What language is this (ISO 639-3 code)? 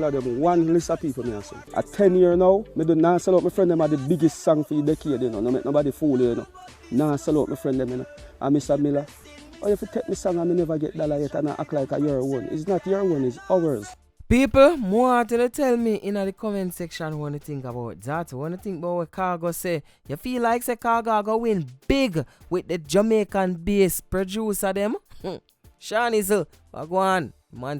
jam